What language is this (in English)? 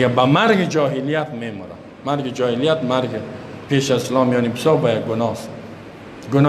Persian